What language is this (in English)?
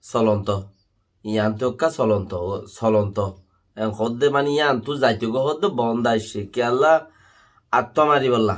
Rohingya